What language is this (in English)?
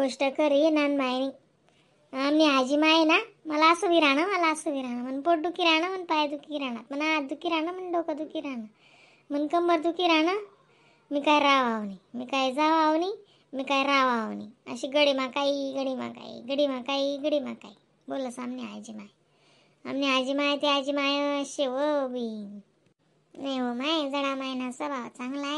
Khandesi